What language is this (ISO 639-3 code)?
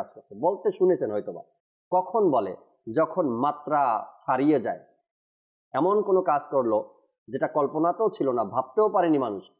ben